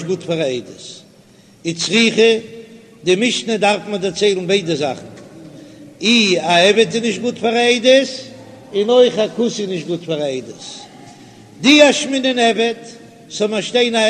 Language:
Yiddish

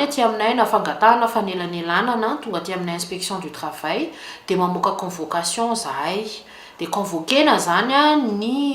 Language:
Malagasy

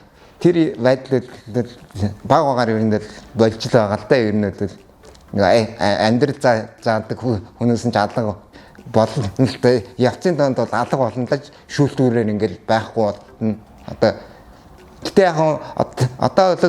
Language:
Mongolian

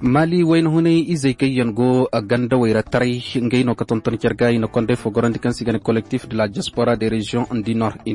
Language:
Koyraboro Senni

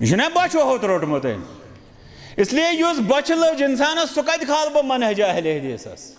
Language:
Kashmiri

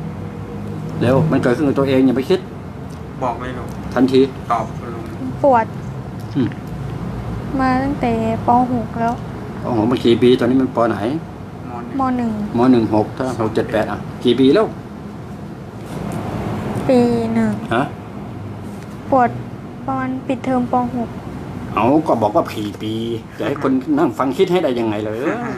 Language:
Thai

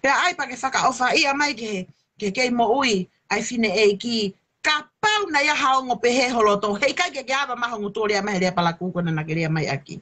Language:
Tongan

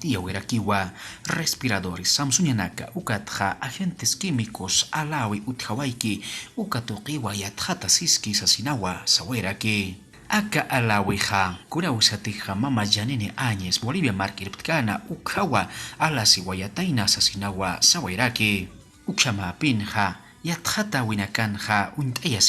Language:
Aymara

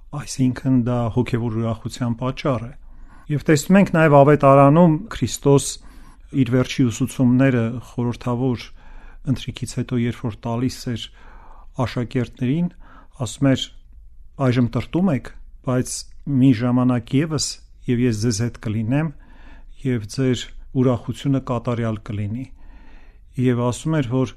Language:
Armenian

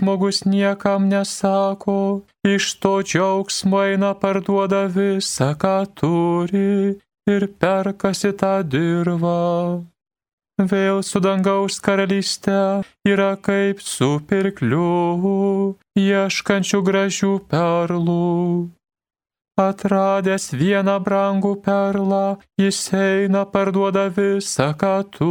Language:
Lithuanian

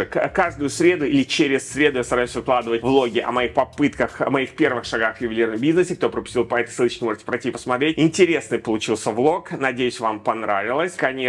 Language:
Russian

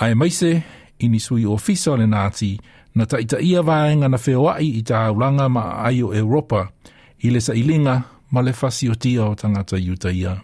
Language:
Samoan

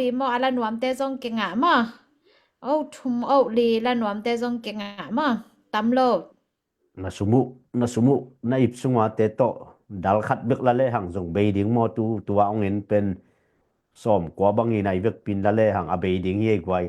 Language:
Tedim Chin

